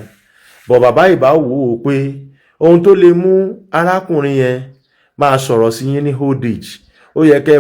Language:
Yoruba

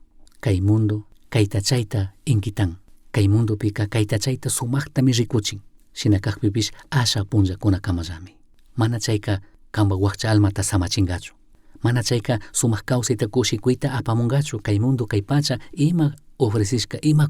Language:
Chimborazo Highland Quichua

